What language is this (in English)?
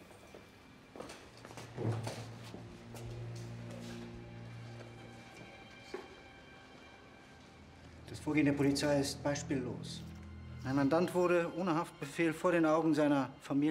German